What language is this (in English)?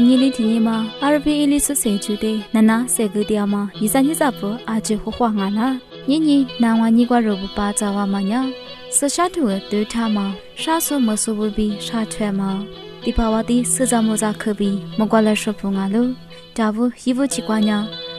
Lisu